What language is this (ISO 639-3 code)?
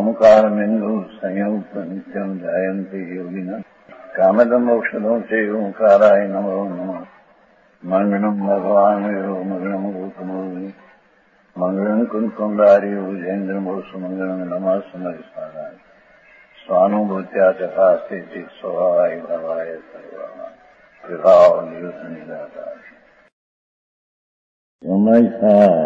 guj